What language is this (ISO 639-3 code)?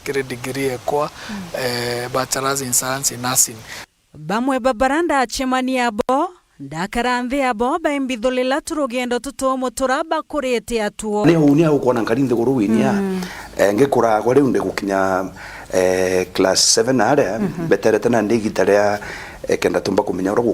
mer